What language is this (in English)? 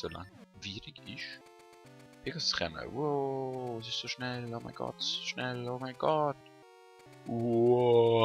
Swiss German